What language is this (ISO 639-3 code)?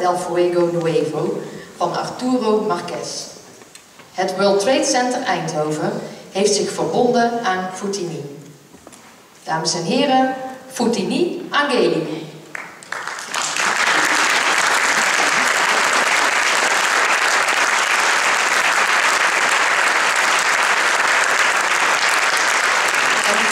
nld